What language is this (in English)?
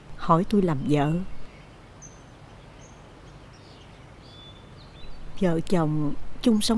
Vietnamese